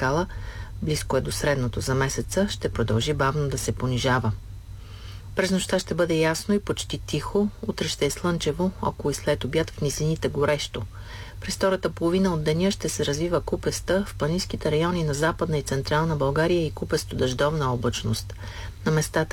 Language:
Bulgarian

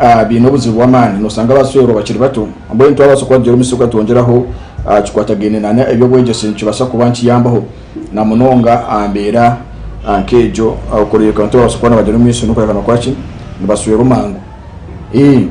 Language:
Nyankole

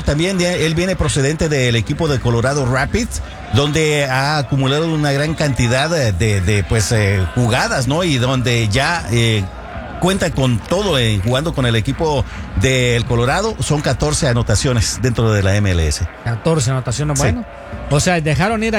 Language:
Spanish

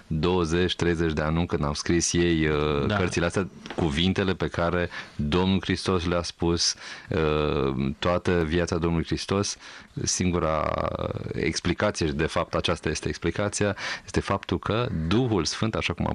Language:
Romanian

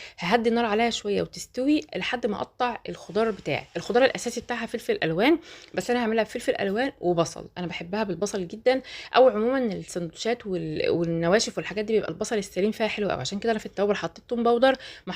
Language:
Egyptian Arabic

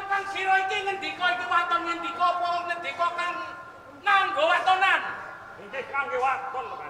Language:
Javanese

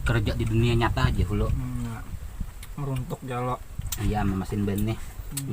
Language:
Banjar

